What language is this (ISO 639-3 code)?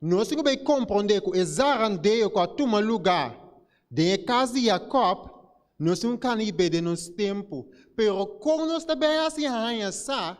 pap